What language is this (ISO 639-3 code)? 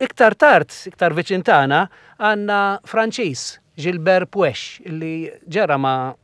mlt